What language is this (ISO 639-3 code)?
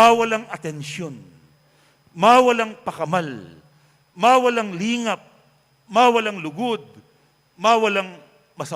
pam